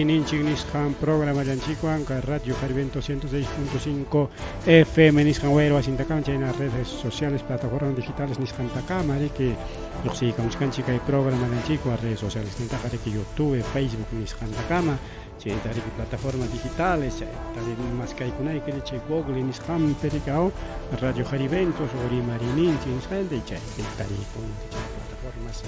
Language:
Ayacucho Quechua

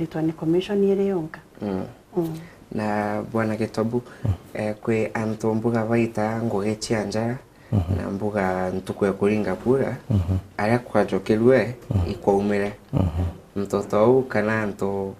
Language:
Meru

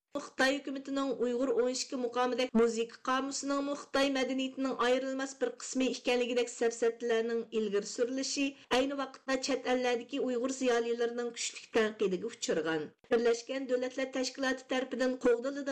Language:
Uyghur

